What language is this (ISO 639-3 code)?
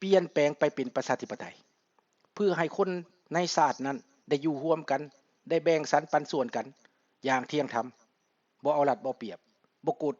lao